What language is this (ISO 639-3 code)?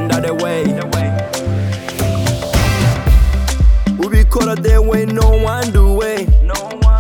kin